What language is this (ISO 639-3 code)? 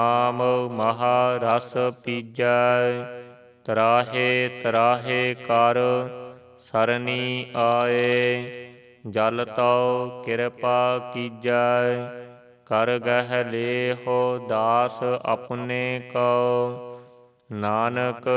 pan